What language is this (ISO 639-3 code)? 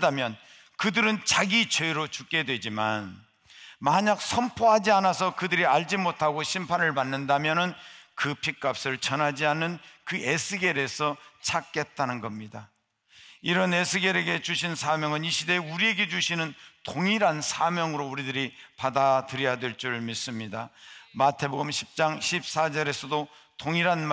kor